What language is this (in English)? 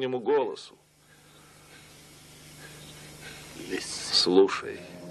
Russian